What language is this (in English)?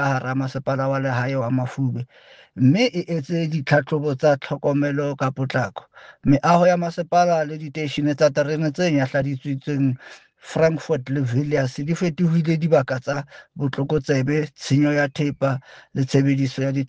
Southern Sotho